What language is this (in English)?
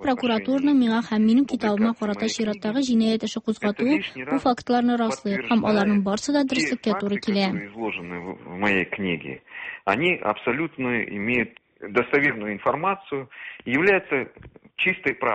Tatar